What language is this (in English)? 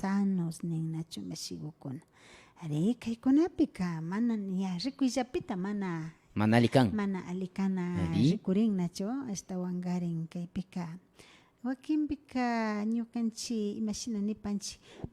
Imbabura Highland Quichua